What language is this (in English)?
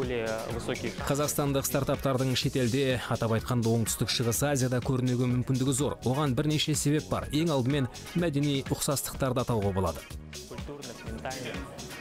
Kazakh